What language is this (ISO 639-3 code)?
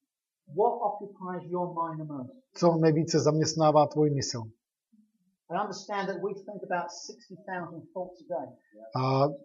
ces